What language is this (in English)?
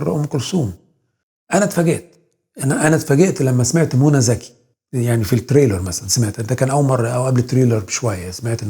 Egyptian Arabic